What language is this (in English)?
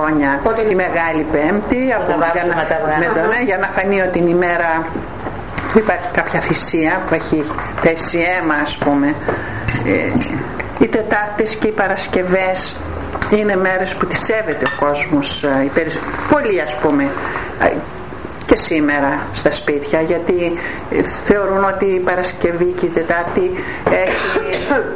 Greek